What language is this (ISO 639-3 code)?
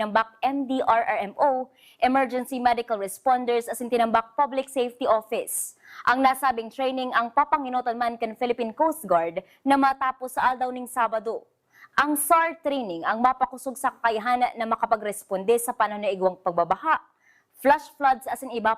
bik